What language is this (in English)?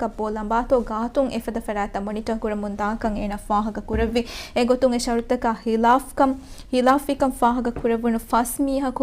Divehi